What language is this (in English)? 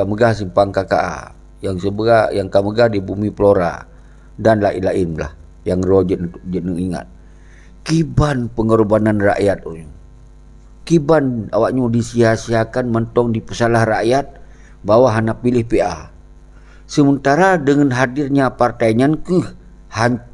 Achinese